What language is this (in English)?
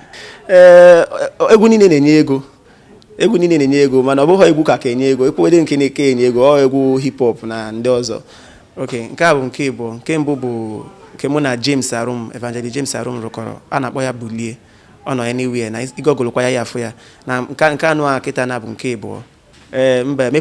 Igbo